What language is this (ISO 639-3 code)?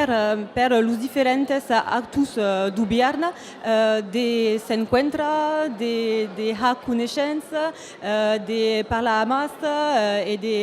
oci